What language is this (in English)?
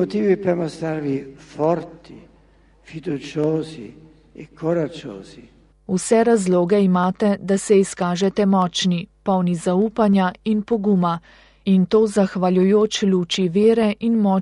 Slovenian